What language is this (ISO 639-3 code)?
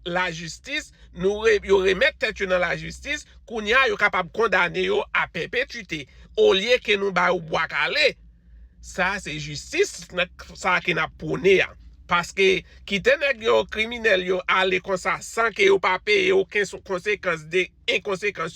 hat